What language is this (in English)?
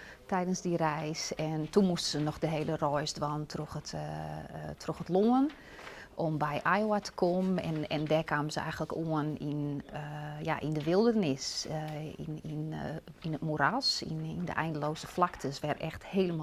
Western Frisian